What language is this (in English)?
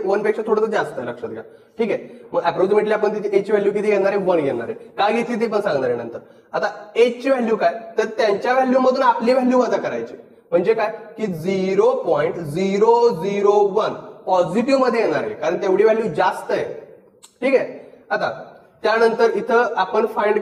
Marathi